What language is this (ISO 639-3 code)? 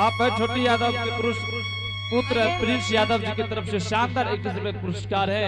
anp